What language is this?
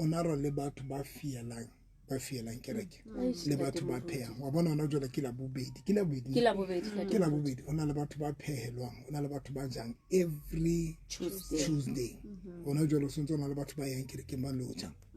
Southern Sotho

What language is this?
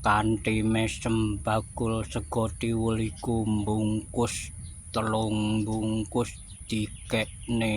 Javanese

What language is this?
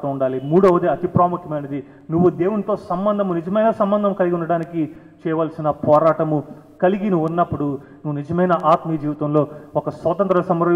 Telugu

